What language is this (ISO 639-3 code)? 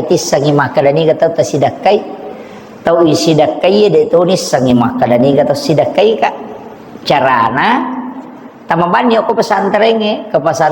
bug